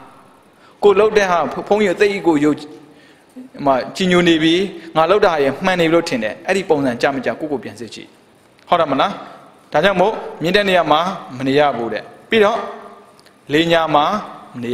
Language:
Burmese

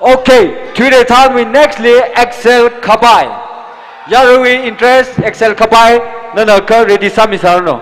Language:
Tangkhul Naga (India)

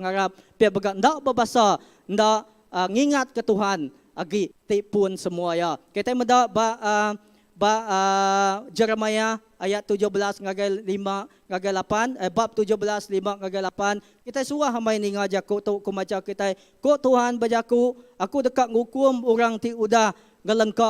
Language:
Iban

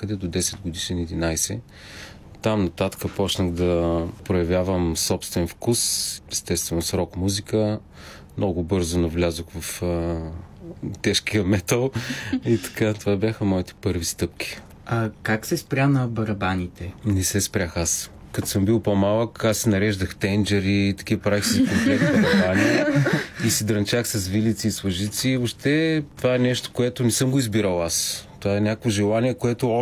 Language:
Bulgarian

